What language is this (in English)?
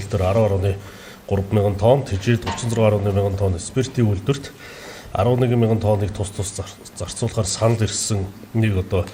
Mongolian